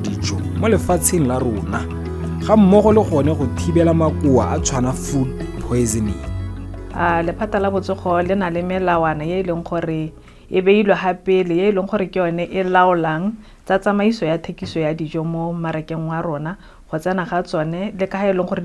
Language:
Tswana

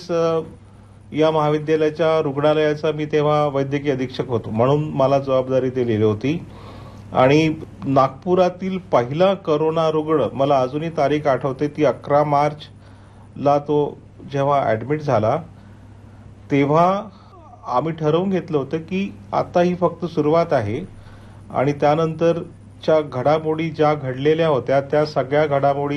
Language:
Marathi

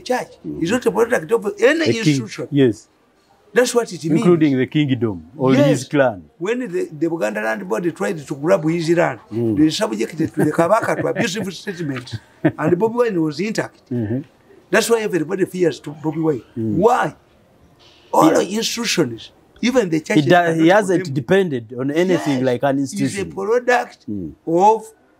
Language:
English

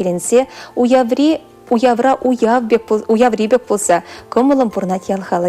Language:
Chuvash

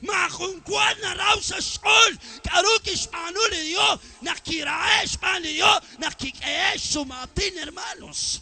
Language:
Kekchí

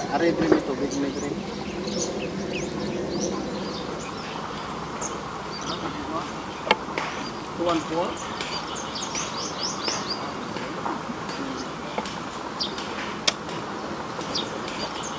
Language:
Filipino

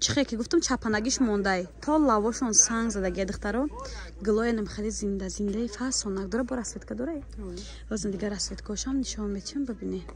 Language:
Tajik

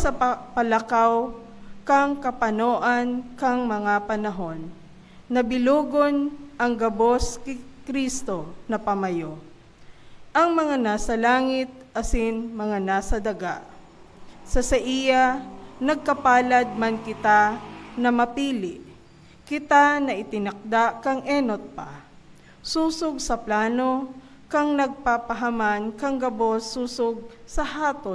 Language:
Bikol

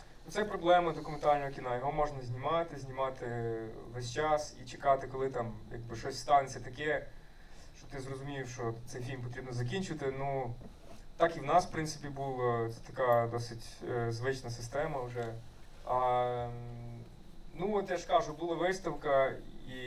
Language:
Ukrainian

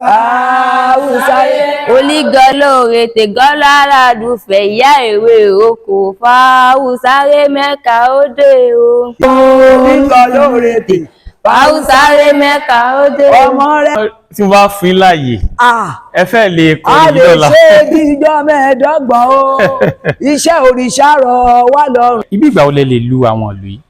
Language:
Yoruba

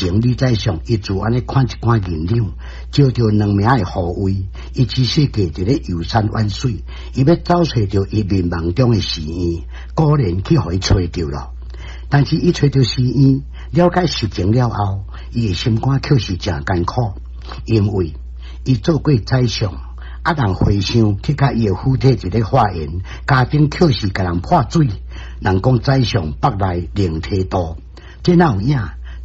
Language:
Min Nan Chinese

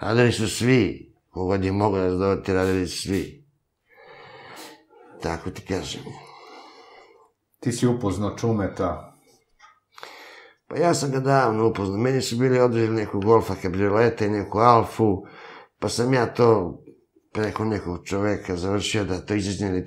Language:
Serbian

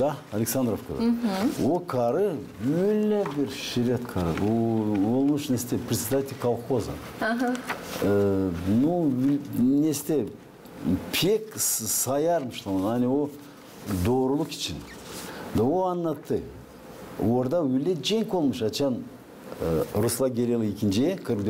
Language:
Gagauz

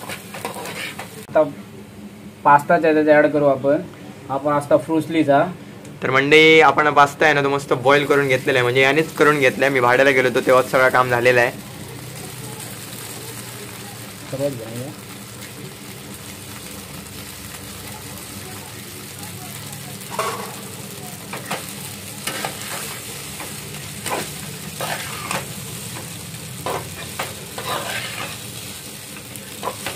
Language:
Marathi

